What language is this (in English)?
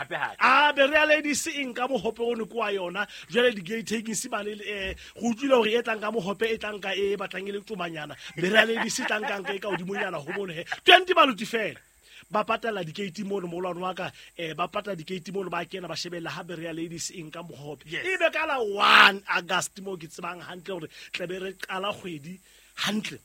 Southern Sotho